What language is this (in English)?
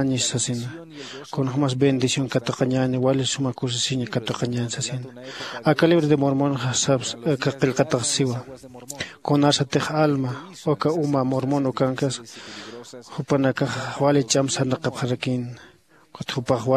Aymara